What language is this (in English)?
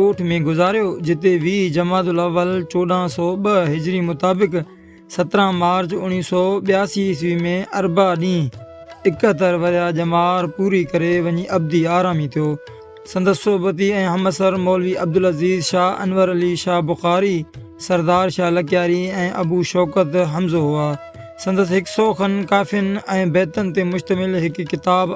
Sindhi